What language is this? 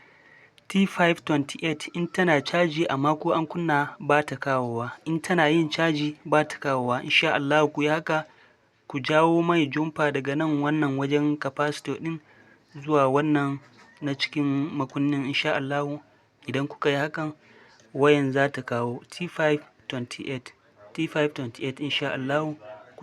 Hausa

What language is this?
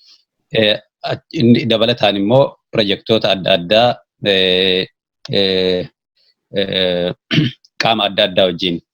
Oromo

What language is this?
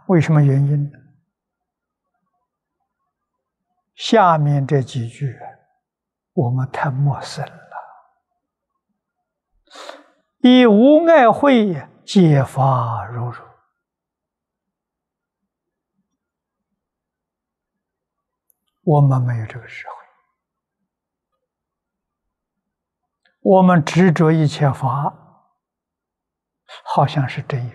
Chinese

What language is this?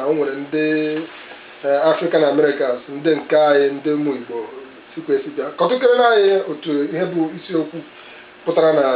Igbo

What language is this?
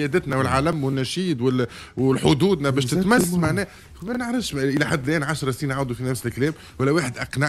Tunisian Arabic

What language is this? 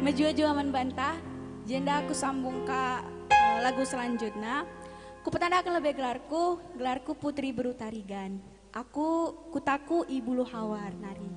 Batak Karo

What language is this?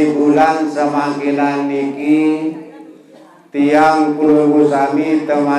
Sasak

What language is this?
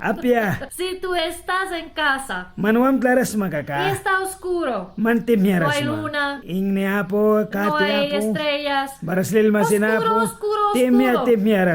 Mískito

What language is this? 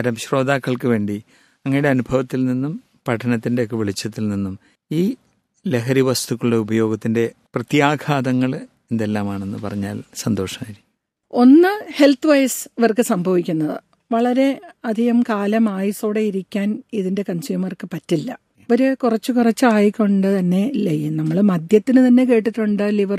Malayalam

